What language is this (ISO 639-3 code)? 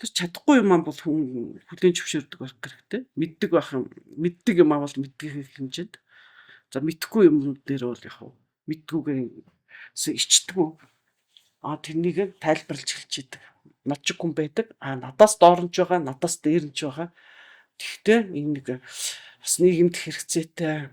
mon